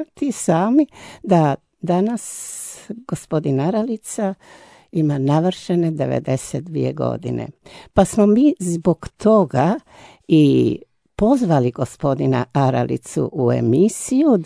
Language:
Croatian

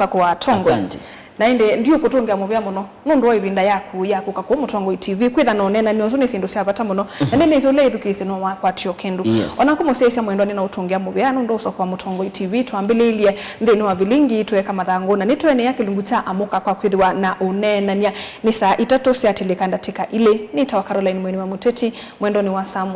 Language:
Kamba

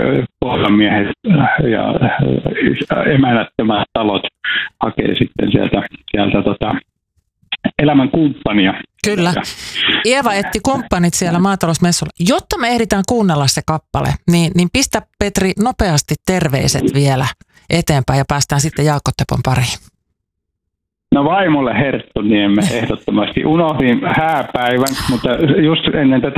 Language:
Finnish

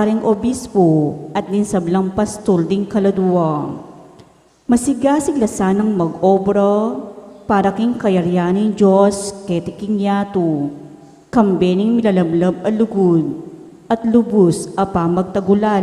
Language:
Pampanga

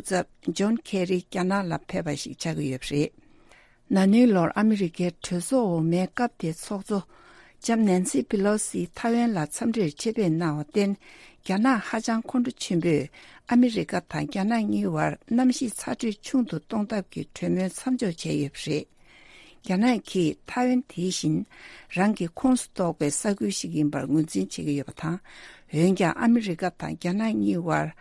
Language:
Tibetan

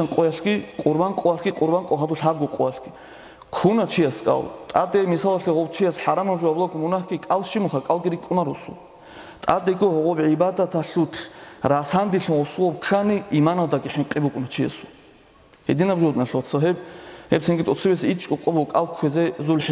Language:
Avaric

